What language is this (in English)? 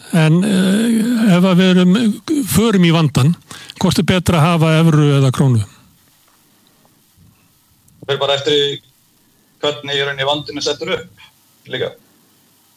Icelandic